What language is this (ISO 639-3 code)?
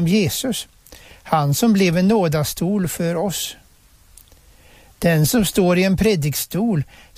swe